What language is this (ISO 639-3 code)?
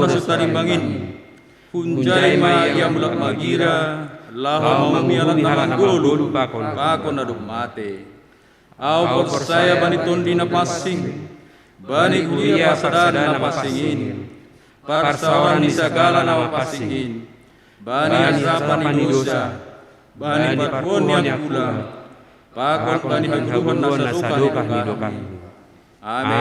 bts